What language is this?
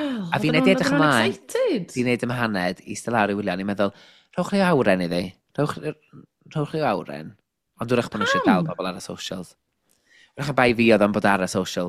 Welsh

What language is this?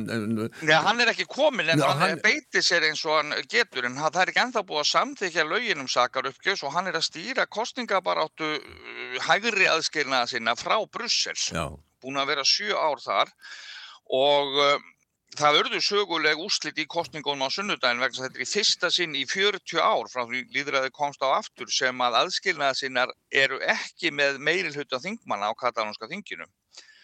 Icelandic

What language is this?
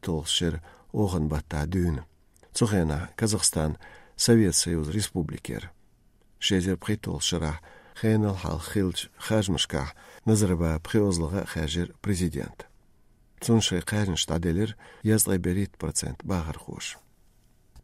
Chechen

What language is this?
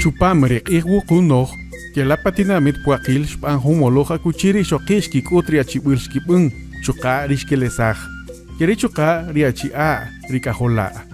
Kaqchikel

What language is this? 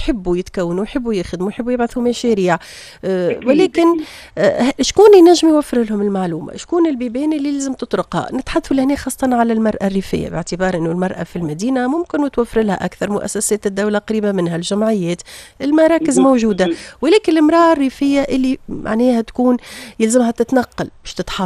Tunisian Arabic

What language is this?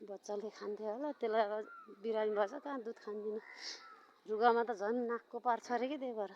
Nepali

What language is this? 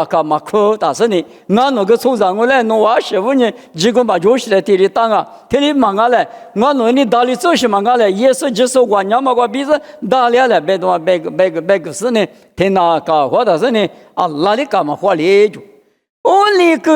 Lisu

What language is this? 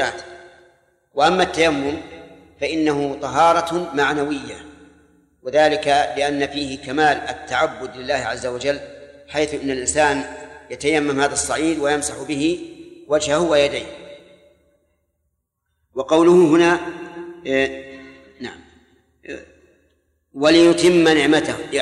Arabic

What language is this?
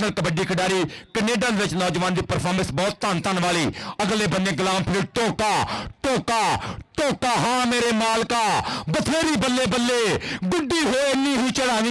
Punjabi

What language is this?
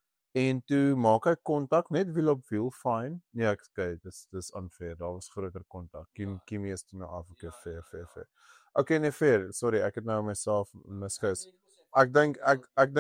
Afrikaans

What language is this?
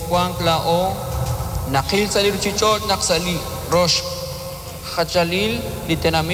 Kekchí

